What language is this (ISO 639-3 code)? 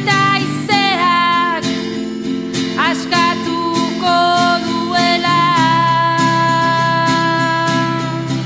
eus